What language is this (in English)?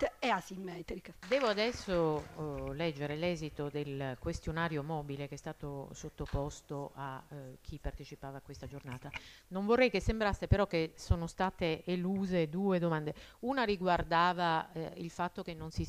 Italian